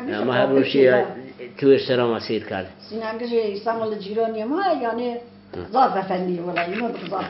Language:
Zaza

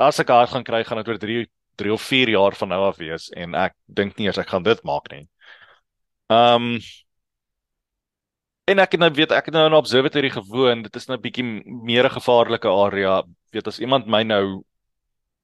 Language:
Afrikaans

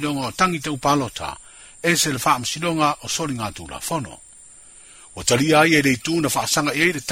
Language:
Samoan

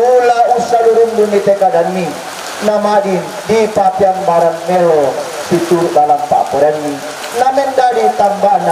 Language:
Toraja-Sa'dan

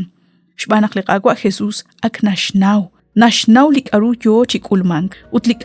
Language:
Kekchí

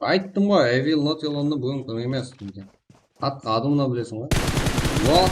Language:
Kara-Kalpak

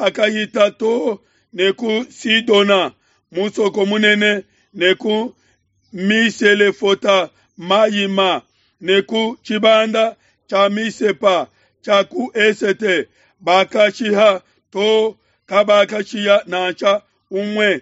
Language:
Luba-Lulua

